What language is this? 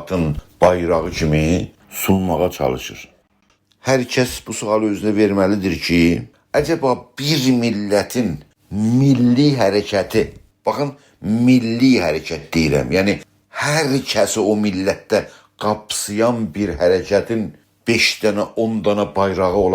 South Azerbaijani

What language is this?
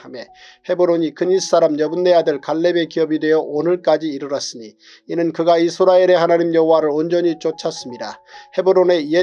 Korean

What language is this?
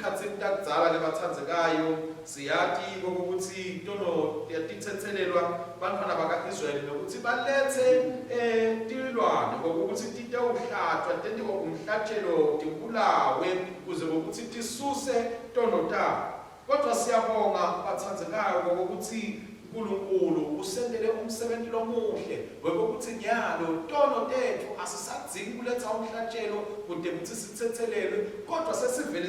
Swati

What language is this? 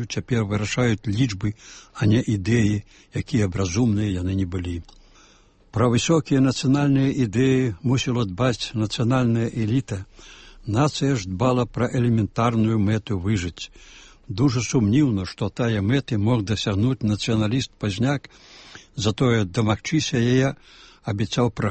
Belarusian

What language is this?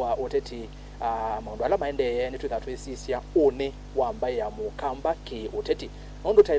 Kamba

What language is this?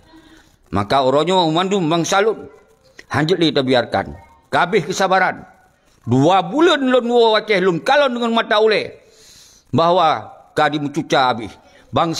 Achinese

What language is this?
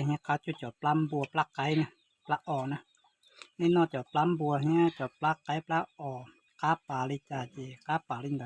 Hmong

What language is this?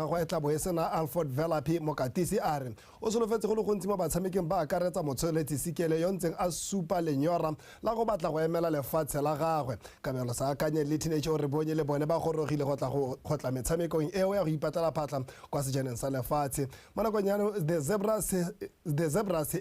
Tswana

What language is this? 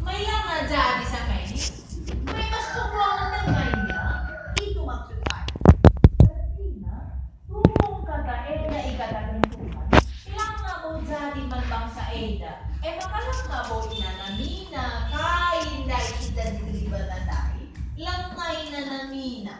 Batak Karo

